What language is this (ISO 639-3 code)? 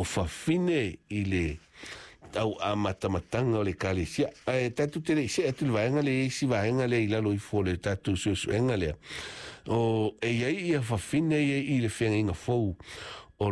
smo